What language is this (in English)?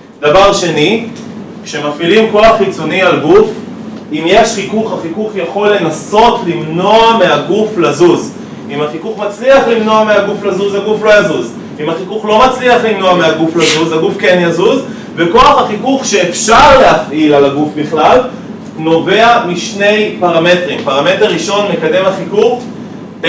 Hebrew